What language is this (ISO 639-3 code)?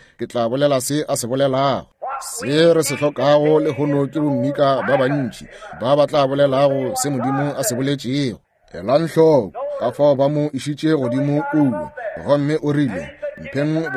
nso